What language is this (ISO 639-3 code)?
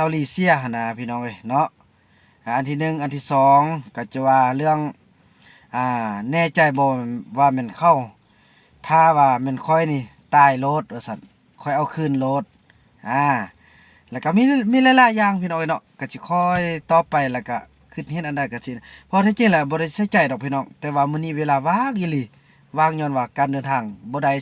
lao